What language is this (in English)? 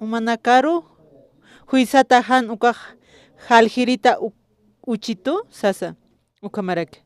Aymara